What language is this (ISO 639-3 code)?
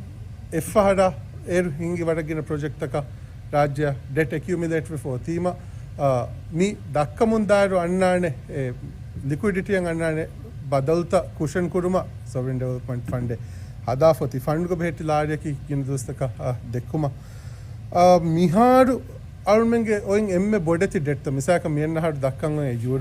div